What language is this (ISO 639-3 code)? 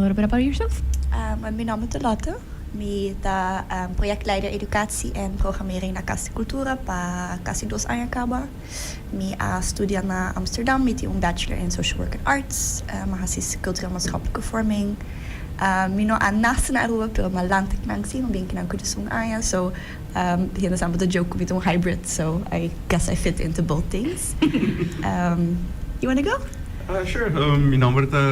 pap